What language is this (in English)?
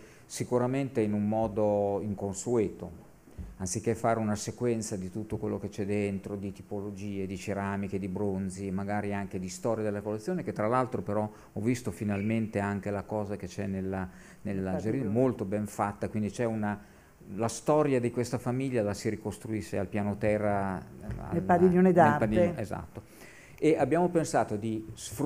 Italian